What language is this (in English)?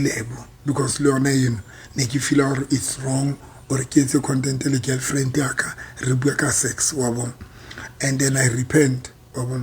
Southern Sotho